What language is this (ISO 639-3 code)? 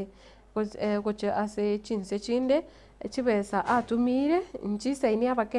guz